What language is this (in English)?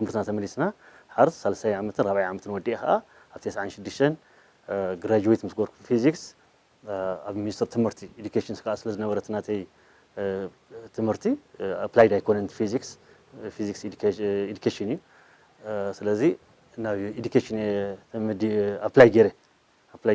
Tigrinya